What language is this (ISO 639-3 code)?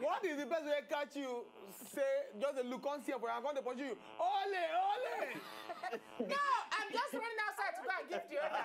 pcm